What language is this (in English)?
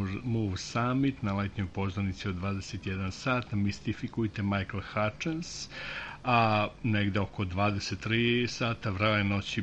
Serbian